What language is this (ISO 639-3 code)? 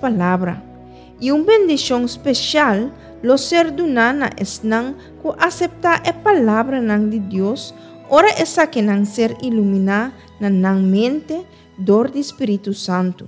pap